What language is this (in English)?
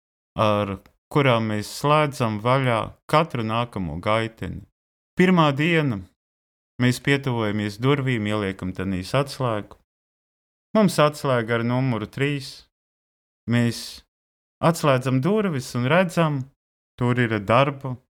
Latvian